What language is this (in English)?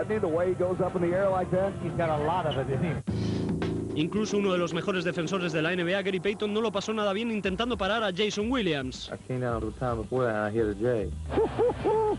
Spanish